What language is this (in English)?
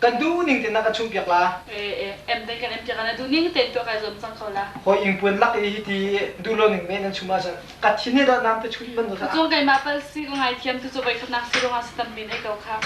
Hakha Chin